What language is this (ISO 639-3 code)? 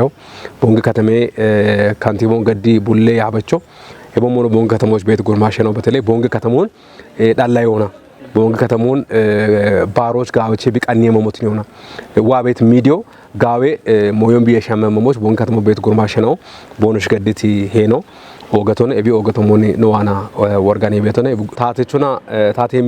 kbr